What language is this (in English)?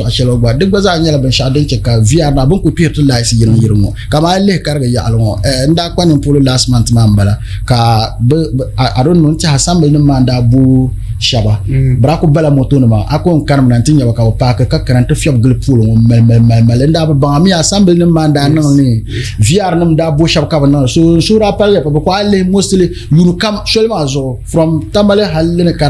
Dagbani